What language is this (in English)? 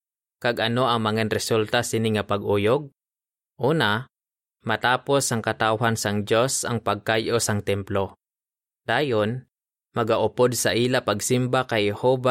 Hiligaynon